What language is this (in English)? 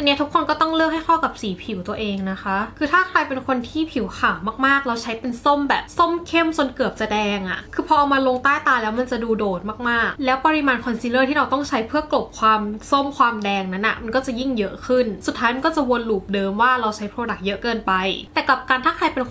Thai